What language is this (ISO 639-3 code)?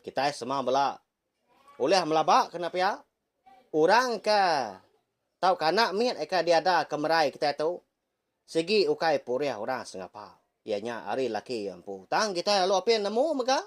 iba